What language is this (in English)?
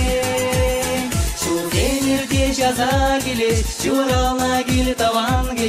Chuvash